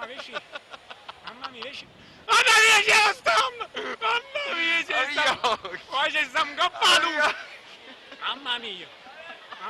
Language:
Neapolitan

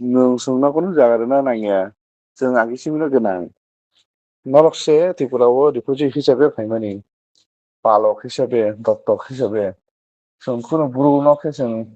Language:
Riang (India)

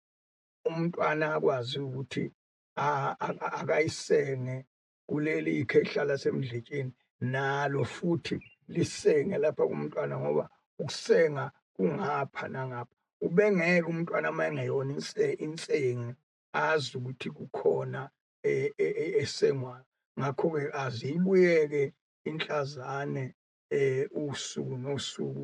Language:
Zulu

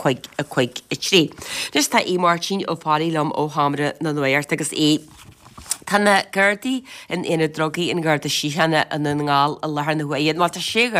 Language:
Irish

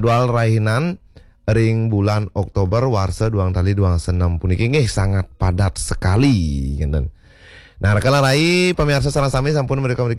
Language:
Balinese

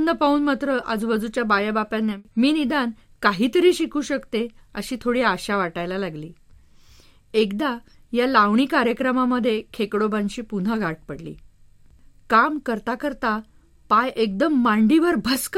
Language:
Marathi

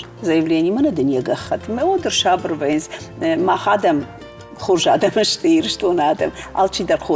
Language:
Ossetic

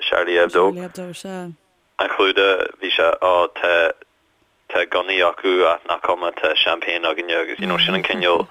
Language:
Irish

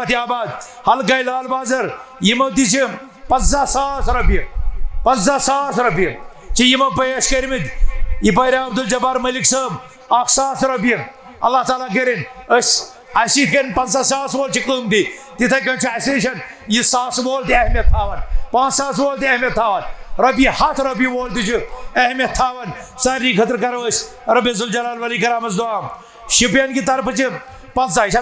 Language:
Kashmiri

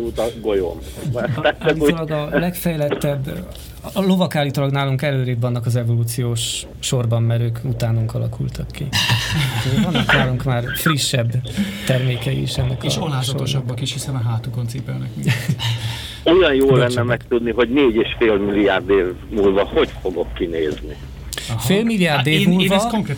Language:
Hungarian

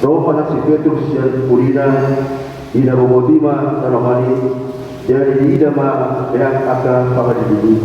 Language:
Batak Toba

